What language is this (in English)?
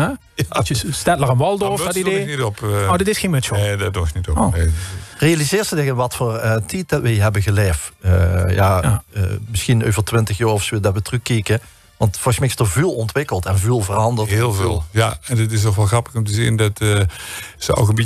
Limburgish